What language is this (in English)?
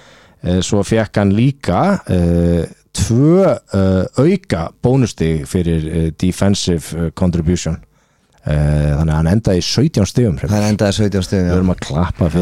Icelandic